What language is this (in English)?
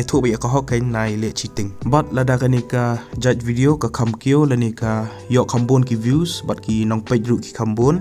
Khasi